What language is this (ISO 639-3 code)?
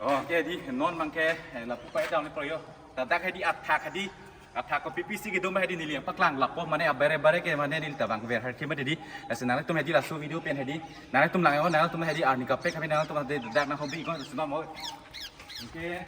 mjw